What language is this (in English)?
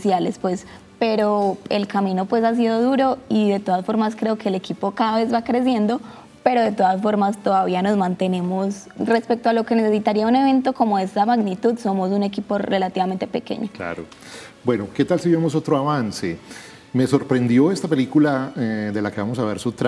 Spanish